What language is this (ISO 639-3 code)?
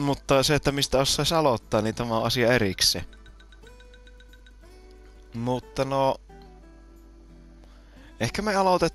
fin